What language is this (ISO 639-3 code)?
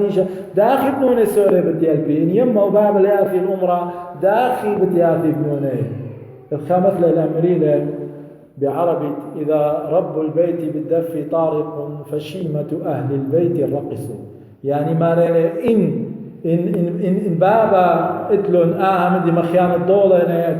aii